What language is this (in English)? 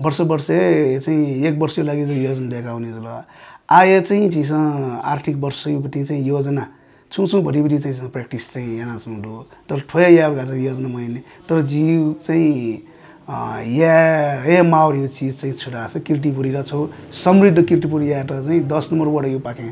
Newari